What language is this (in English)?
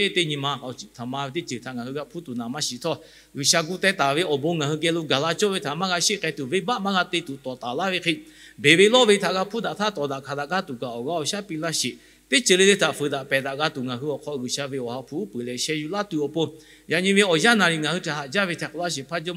Lahu